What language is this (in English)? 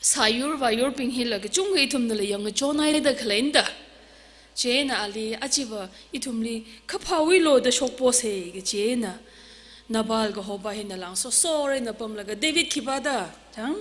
Tangkhul Naga (India)